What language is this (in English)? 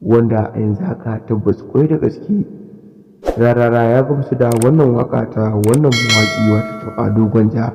Hausa